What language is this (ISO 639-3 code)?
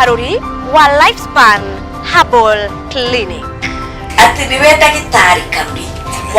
kik